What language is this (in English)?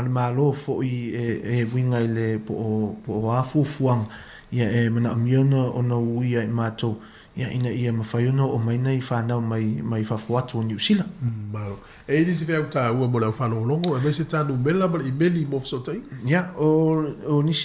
Samoan